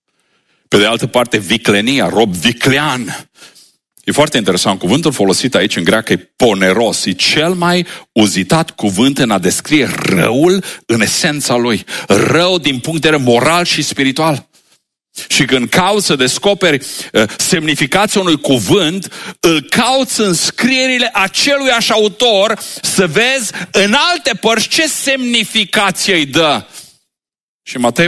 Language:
Romanian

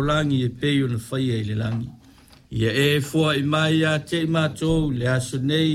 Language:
Samoan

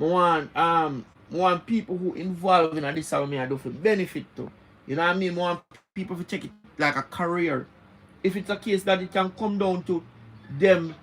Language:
Jamaican Creole English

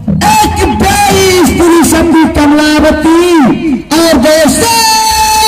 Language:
Maithili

